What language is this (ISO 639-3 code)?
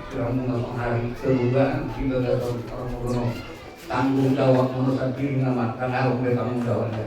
bbc